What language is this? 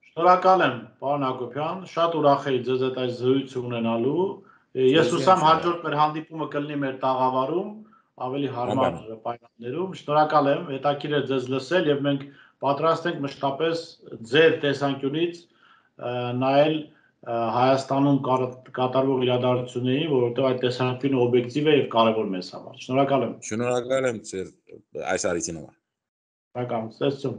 Armenian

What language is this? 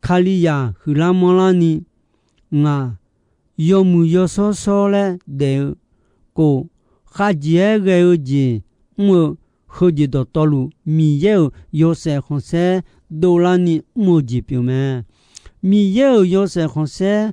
Akha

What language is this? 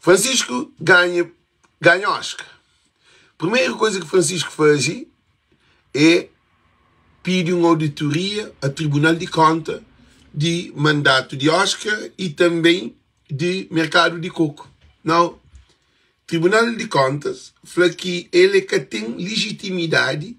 Kabuverdianu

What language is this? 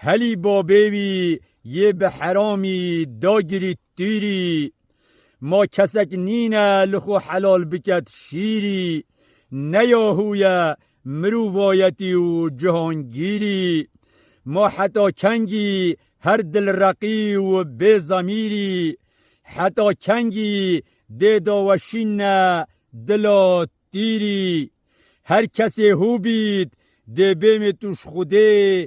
Kurdish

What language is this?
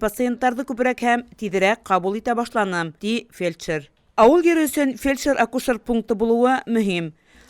Bashkir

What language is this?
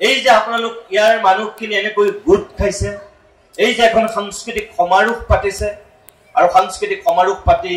Assamese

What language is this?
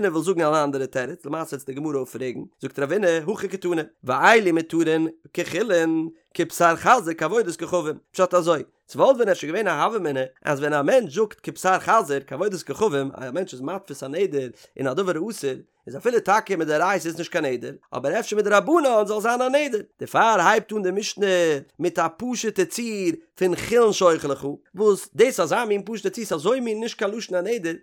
Yiddish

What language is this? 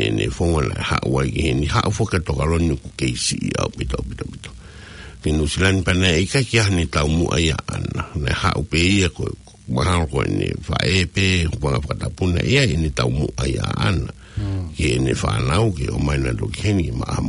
Tongan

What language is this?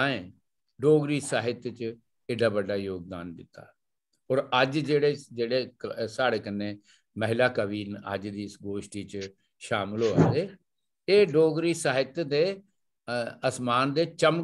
Dogri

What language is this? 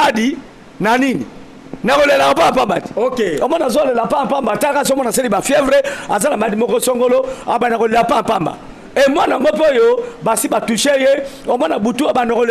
Lingala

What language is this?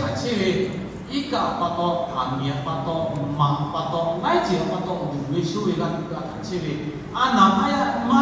Lahu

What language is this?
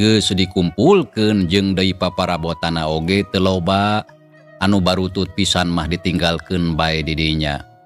Sundanese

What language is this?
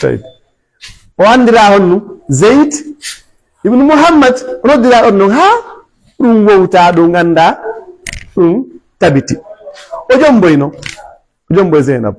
Fula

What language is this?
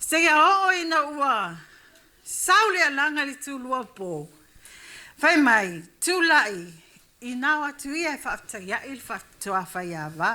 Samoan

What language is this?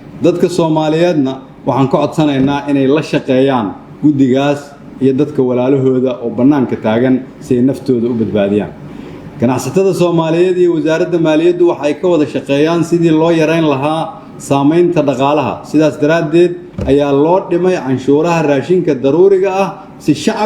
Somali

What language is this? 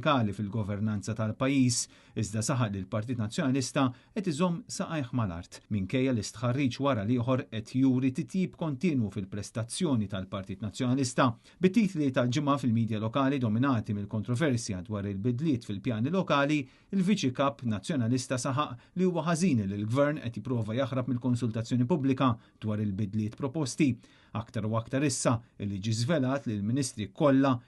Maltese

